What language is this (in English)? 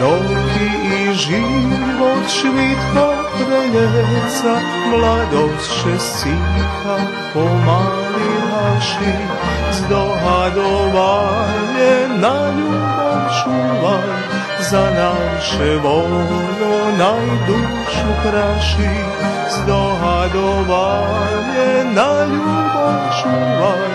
Rusyn